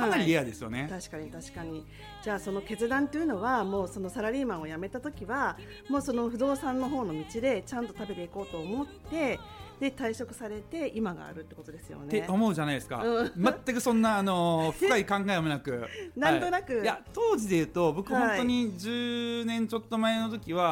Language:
Japanese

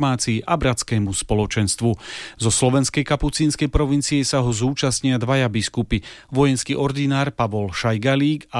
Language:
Slovak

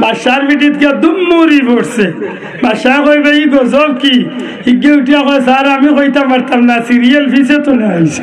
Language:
Sylheti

